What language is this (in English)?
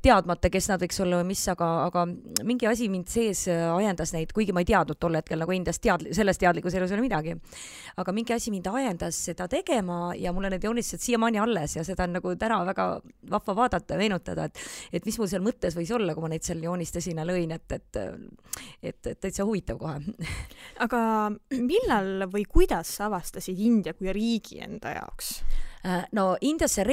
Estonian